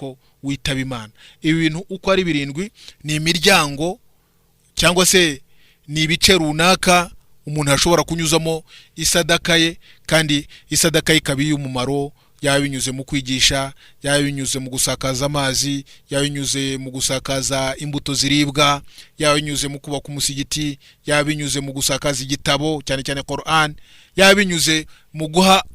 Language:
Kinyarwanda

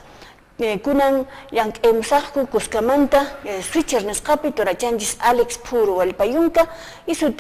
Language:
Quechua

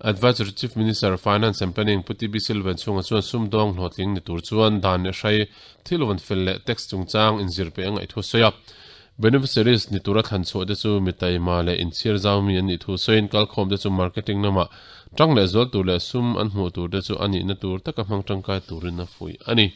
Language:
Mizo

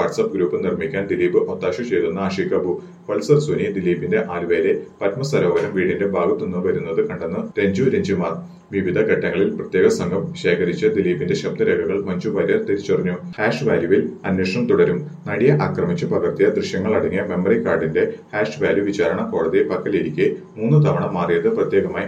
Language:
Malayalam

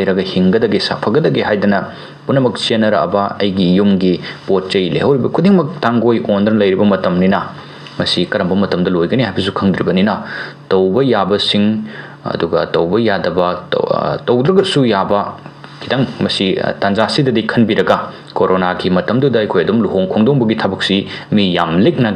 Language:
Manipuri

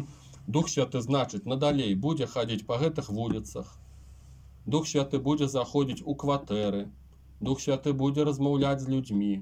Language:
Belarusian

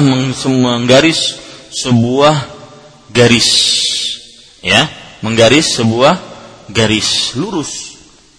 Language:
Indonesian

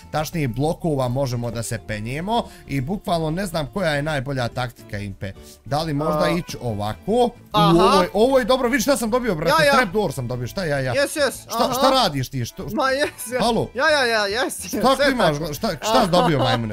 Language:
Bosnian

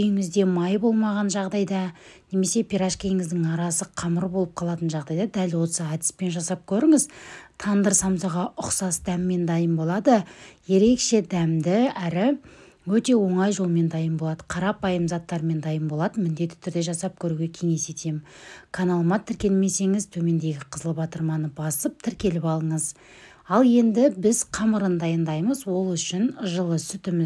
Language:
Kazakh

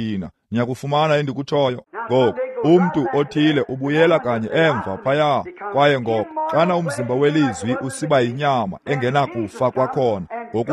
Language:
Xhosa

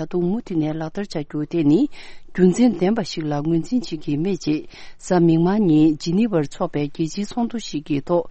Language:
Tibetan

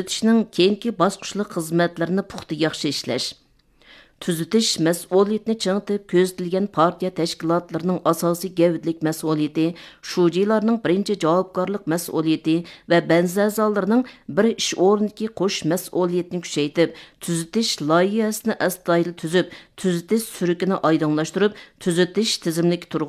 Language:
Uyghur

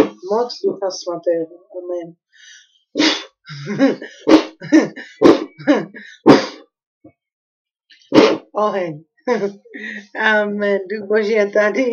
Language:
Czech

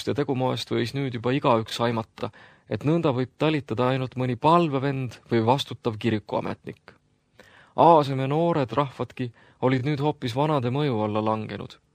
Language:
Estonian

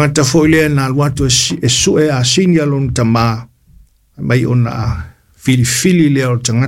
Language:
Samoan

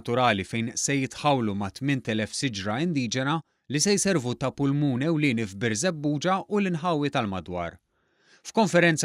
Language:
Maltese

